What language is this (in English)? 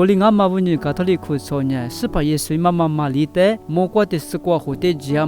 Lisu